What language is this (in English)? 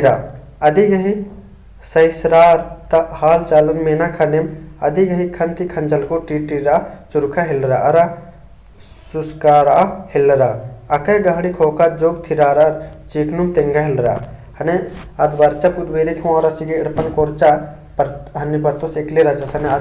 Kurukh